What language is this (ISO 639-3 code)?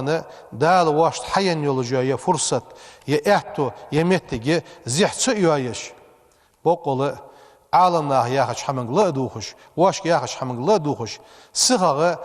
inh